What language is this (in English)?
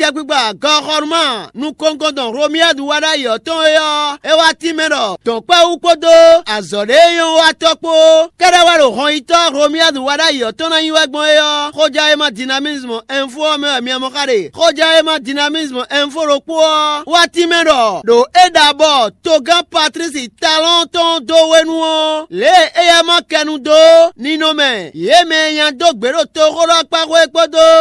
Fon